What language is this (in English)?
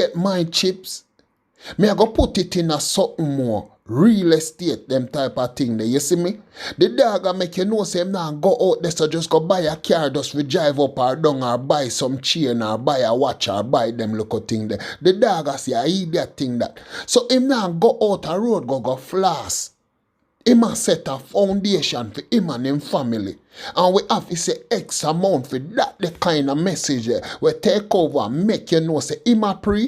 Jamaican Creole English